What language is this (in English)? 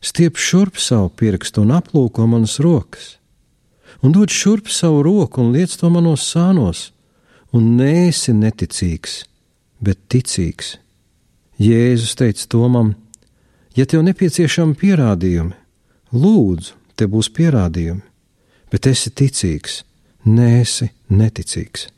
Latvian